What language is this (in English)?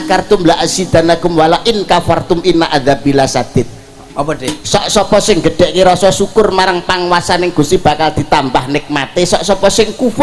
Javanese